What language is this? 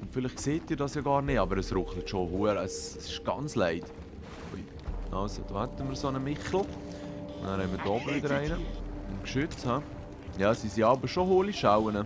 Swiss German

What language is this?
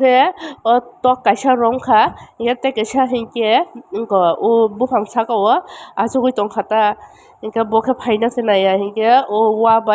Kok Borok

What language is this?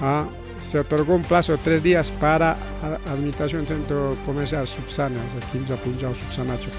Ayacucho Quechua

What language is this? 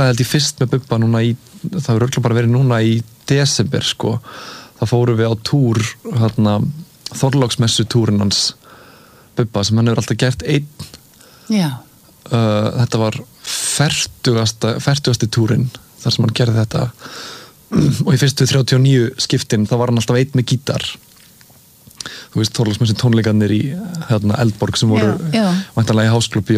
Icelandic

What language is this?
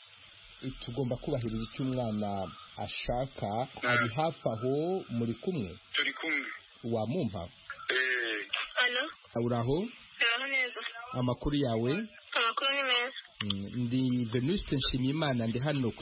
Kinyarwanda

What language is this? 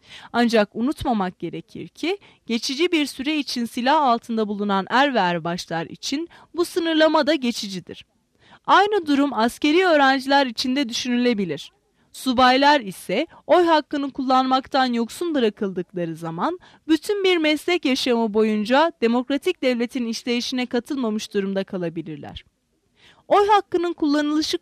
Turkish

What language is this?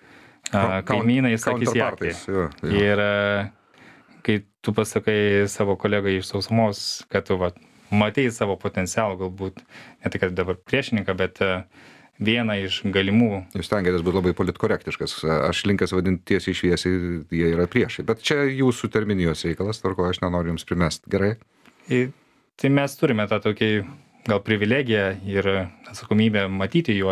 Lithuanian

